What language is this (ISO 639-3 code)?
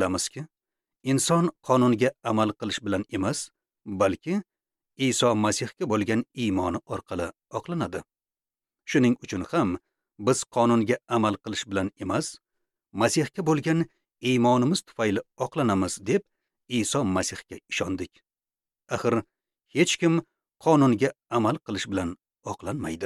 uzb